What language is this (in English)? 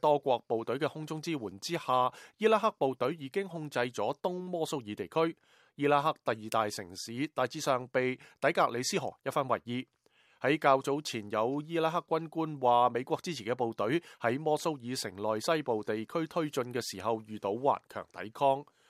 Cantonese